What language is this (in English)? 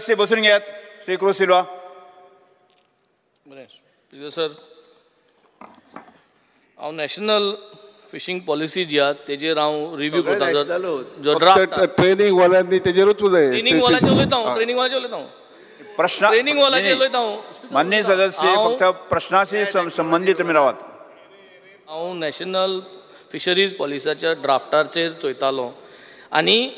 Konkani